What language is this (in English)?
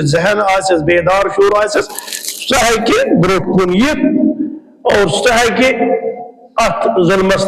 Kashmiri